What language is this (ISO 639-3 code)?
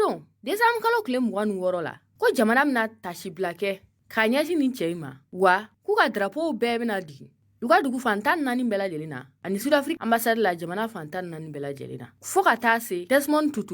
bam